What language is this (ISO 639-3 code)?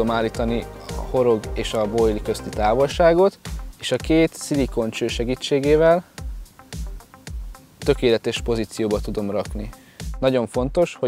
hun